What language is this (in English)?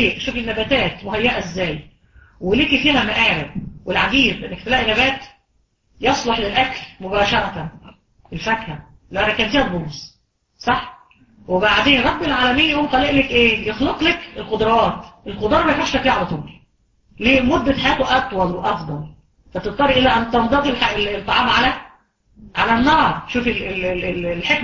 Egyptian Arabic